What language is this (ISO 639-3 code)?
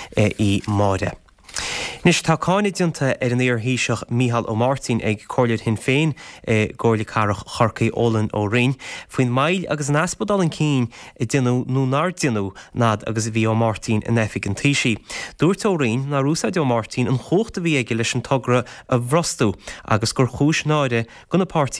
gle